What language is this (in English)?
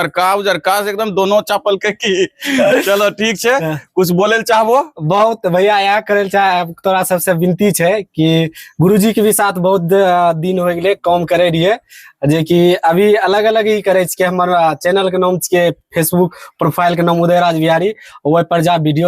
Angika